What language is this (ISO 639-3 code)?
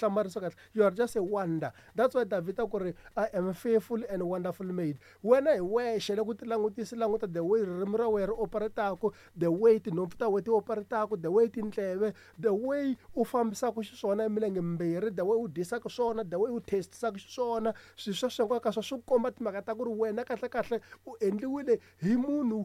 tso